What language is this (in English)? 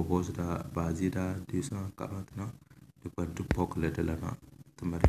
Tem